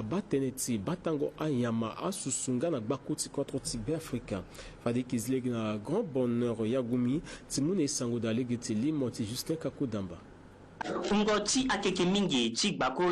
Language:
Sango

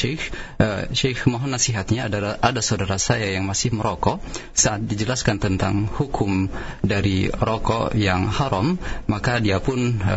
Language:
Indonesian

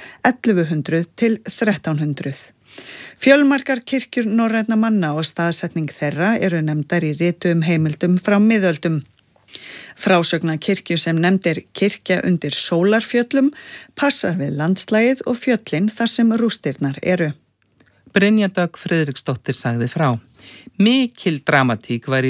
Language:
Icelandic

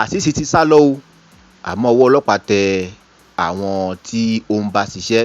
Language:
Yoruba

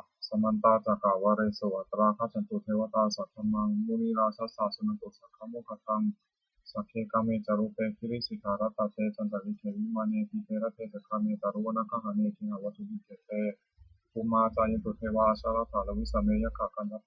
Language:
Pali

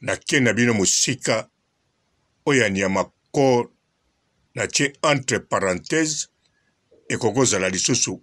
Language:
Lingala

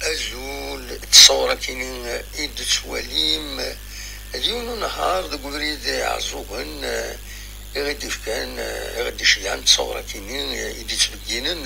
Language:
Kabyle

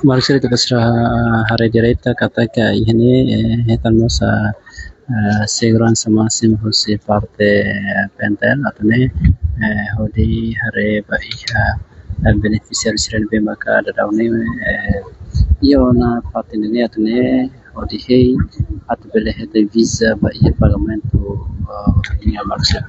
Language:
Tetum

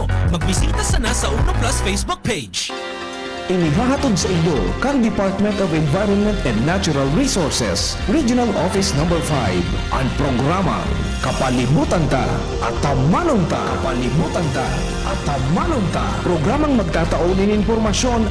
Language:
Bikol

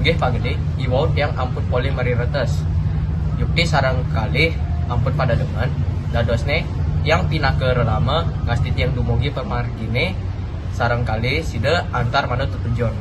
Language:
Balinese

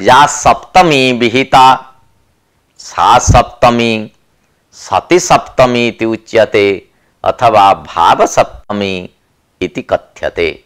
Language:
Sanskrit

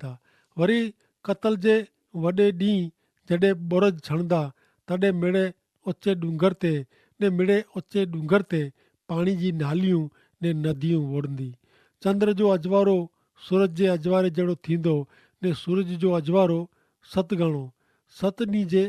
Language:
Kachhi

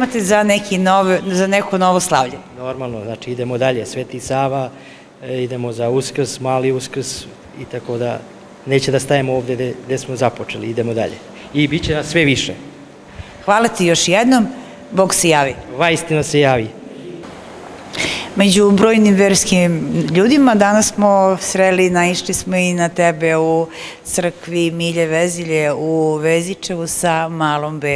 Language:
Serbian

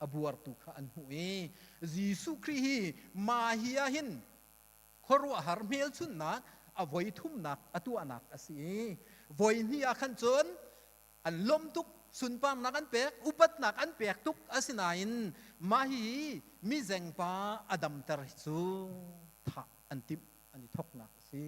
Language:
Hakha Chin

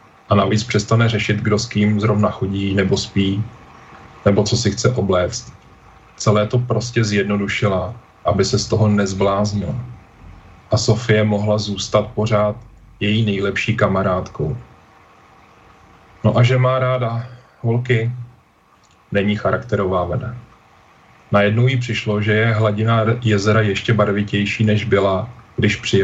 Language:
Czech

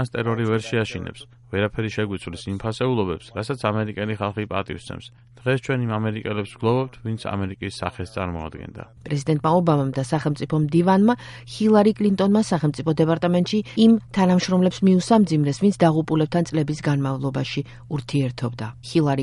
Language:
Georgian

